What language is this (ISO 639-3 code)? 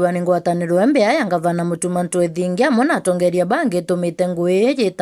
mer